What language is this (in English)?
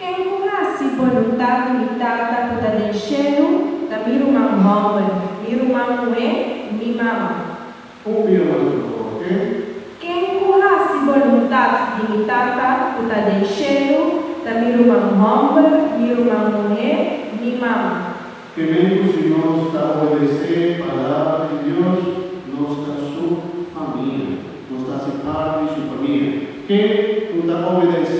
Papiamento